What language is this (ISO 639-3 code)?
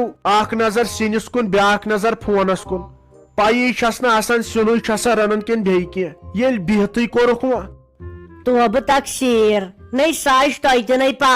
kas